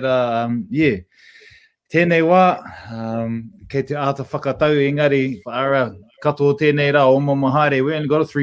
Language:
Māori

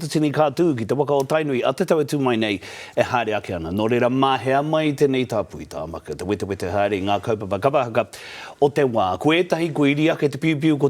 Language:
Māori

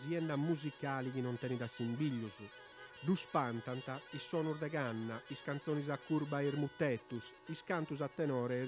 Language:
Sardinian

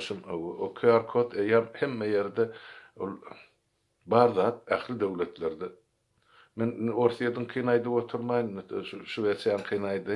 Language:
Turkmen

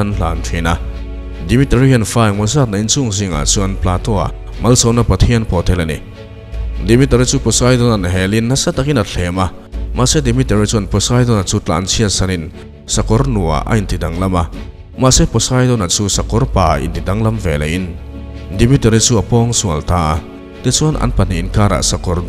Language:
Mizo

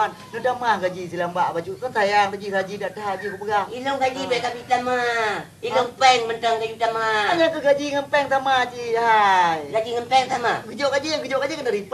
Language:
Achinese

